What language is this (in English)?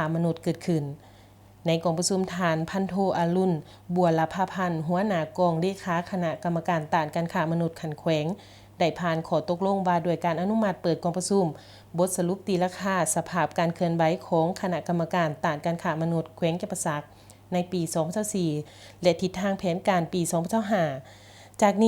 Lao